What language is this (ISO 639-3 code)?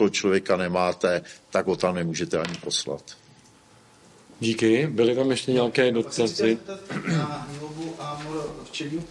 ces